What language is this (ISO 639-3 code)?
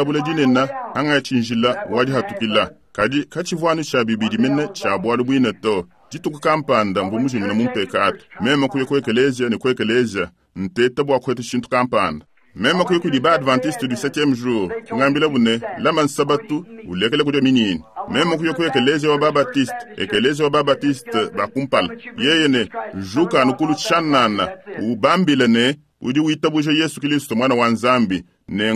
lua